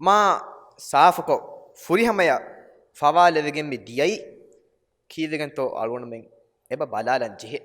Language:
Divehi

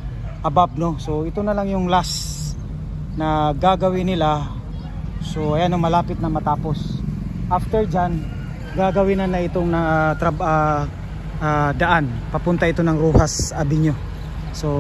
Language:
Filipino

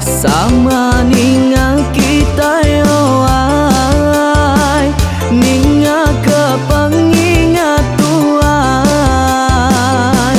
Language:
Iban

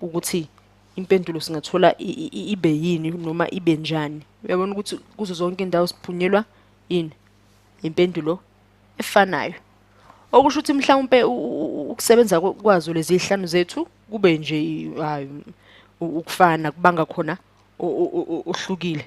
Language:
Zulu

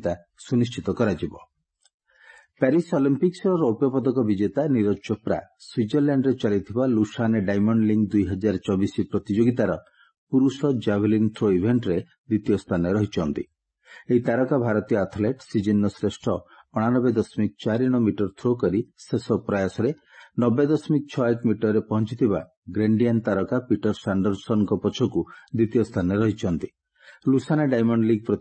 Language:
Odia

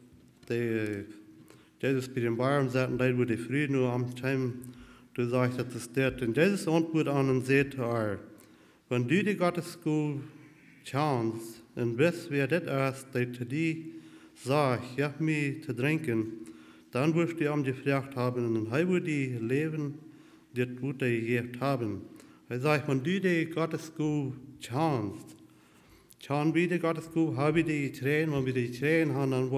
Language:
Plautdietsch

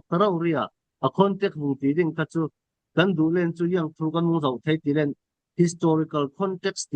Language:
Falam Chin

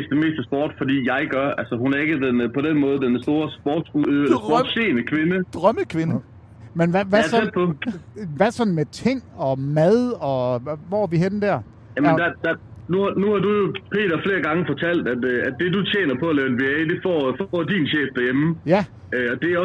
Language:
Danish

